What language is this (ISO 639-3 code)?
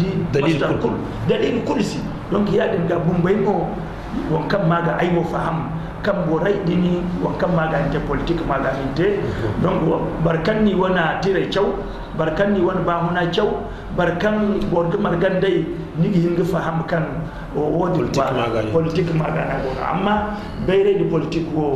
dje